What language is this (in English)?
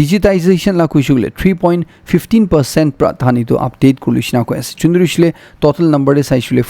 Naga Pidgin